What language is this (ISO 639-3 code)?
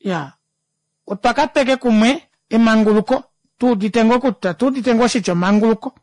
kua